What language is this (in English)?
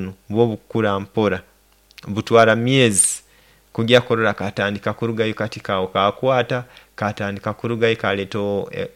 Nyoro